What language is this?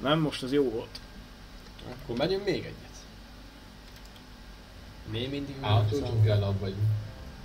Hungarian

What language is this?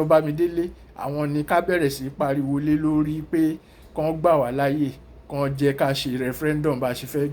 Yoruba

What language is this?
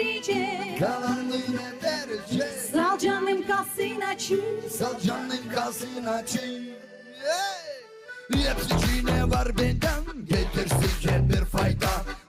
Gagauz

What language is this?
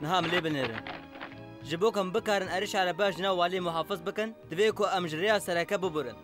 Kurdish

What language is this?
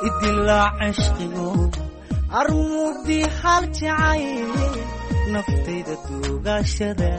Somali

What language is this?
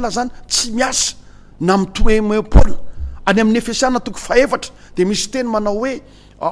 Malagasy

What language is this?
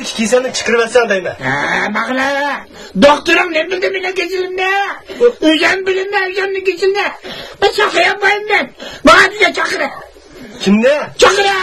Uyghur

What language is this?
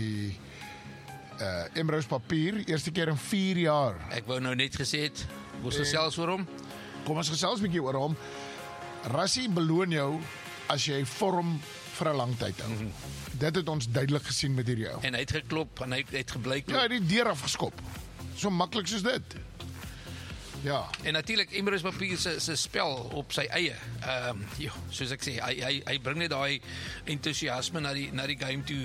Afrikaans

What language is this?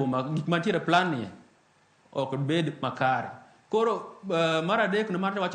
Luo (Kenya and Tanzania)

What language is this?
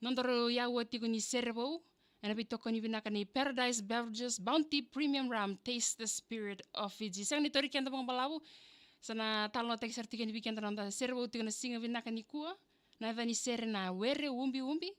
Fijian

